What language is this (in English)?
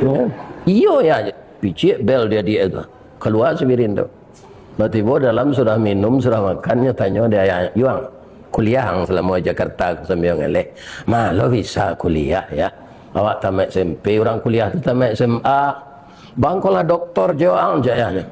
Minangkabau